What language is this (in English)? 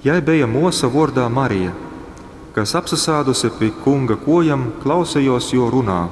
Latgalian